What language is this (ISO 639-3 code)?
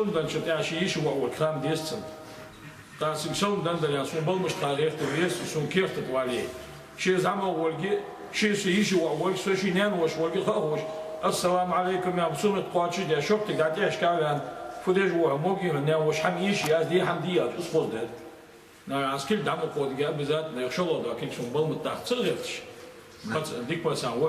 inh